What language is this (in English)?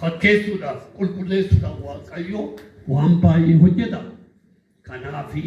Oromo